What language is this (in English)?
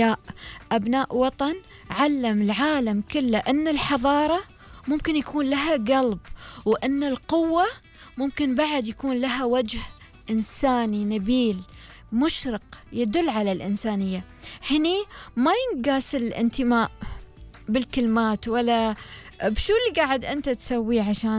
Gulf Arabic